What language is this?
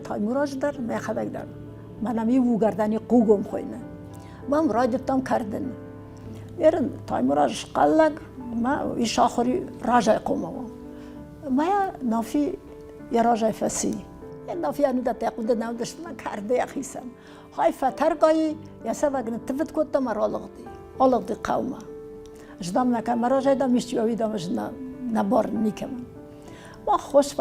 Ossetic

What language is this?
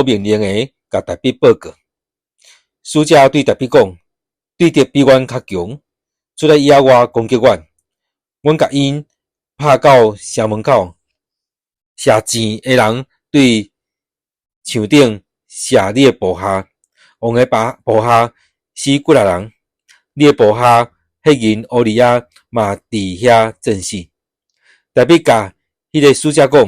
Min Nan Chinese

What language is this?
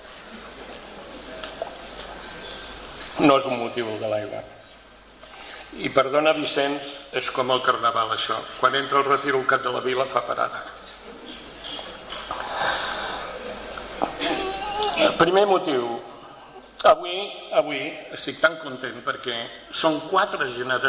Catalan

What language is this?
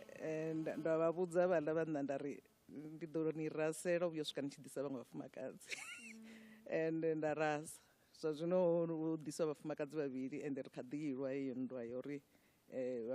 Venda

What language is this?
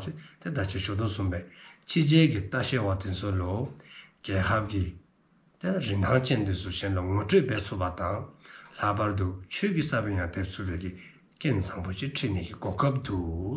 Dzongkha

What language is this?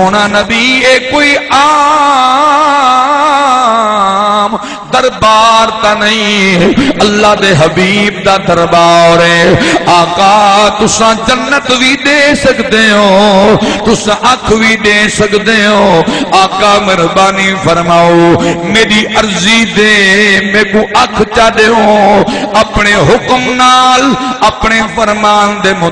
Saraiki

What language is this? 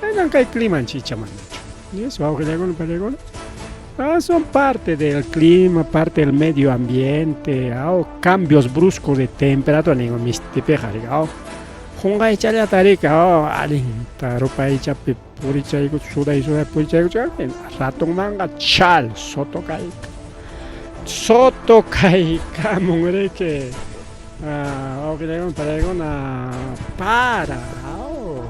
Ayacucho Quechua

